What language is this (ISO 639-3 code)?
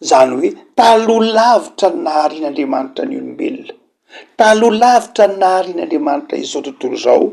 mlg